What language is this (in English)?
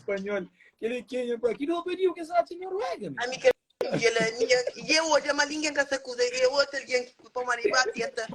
Kabuverdianu